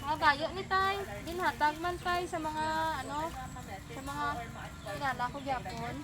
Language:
Hiligaynon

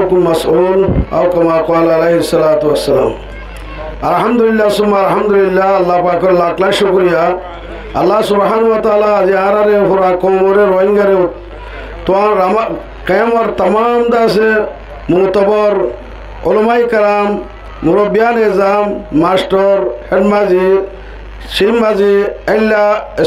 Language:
Rohingya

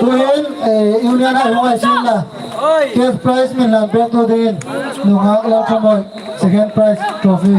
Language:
Hmar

